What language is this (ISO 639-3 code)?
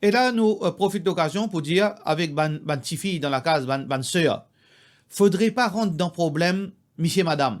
mfe